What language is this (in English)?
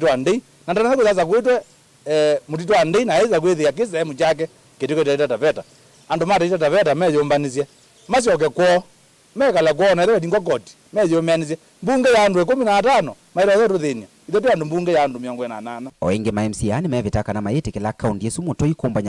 Kamba